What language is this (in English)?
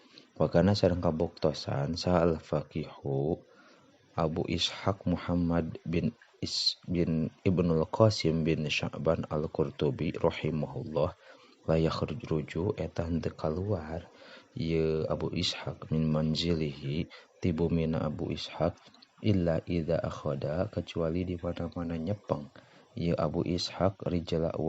Sundanese